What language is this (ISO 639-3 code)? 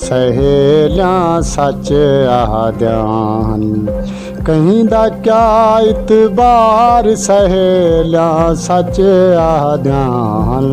skr